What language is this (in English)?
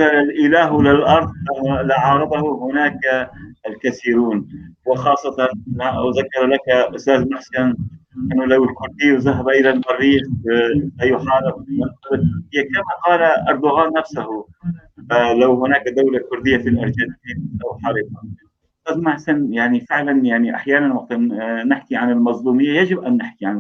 North Levantine Arabic